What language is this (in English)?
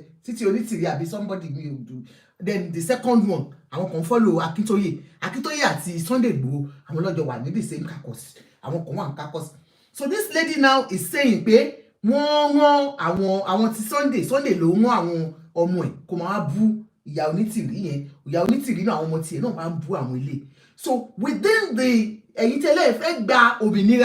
Yoruba